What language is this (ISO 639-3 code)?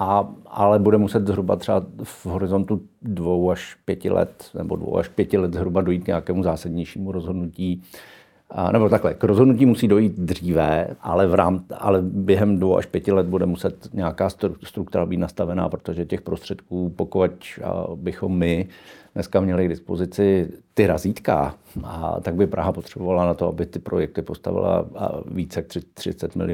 ces